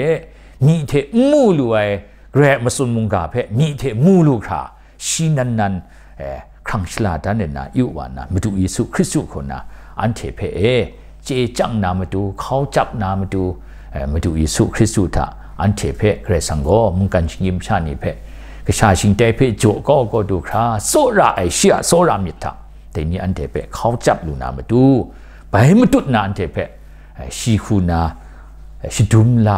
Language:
Kachin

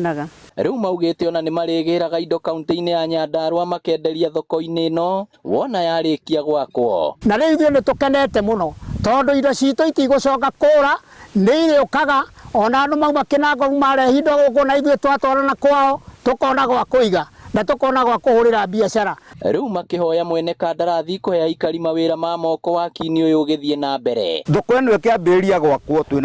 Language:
Kikuyu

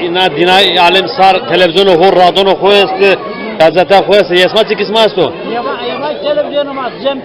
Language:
Zaza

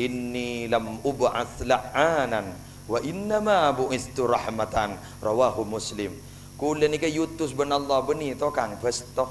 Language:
Madurese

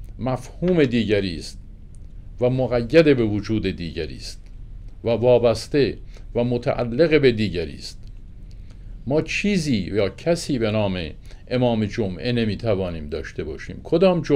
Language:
Persian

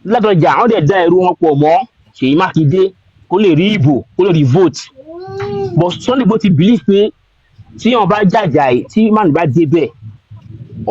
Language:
Yoruba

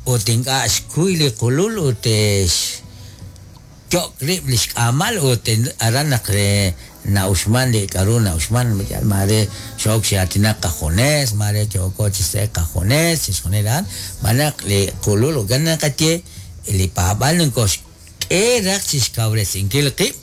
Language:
Kekchí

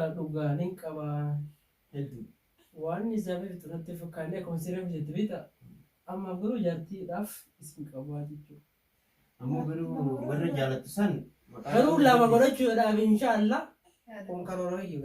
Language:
Oromo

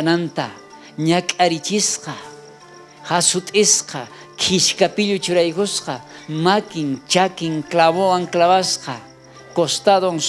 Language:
South Bolivian Quechua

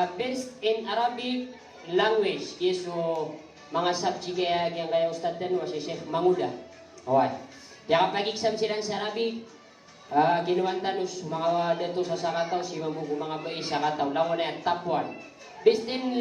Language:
Maranao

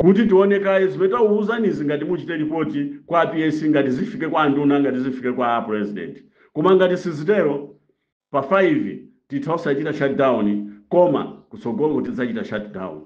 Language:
Nyanja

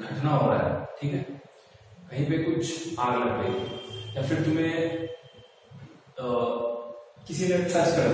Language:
Hindi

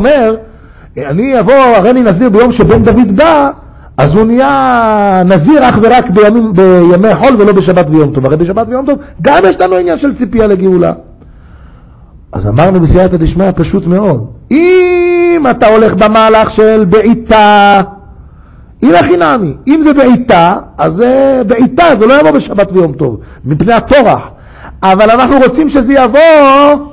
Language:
Hebrew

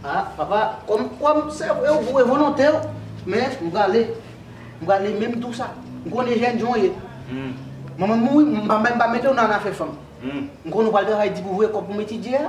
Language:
Haitian Creole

